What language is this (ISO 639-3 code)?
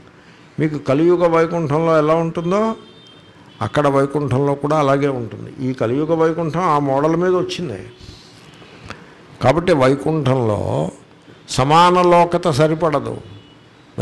tel